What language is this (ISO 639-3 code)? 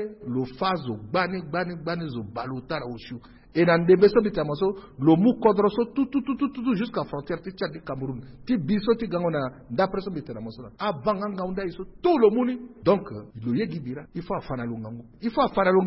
sag